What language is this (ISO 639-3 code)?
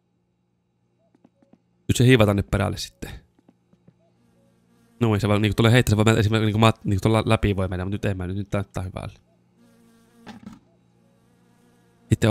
fin